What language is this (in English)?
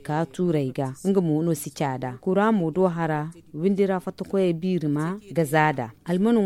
Zarma